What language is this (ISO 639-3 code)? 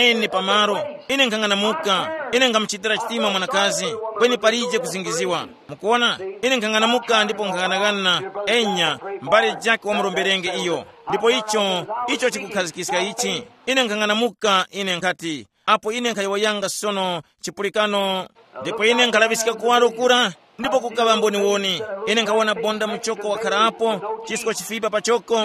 tum